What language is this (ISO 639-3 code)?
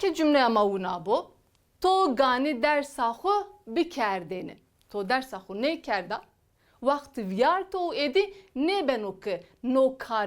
zza